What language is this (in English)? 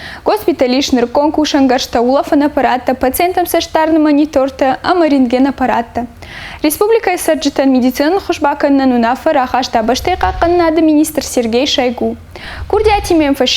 Ossetic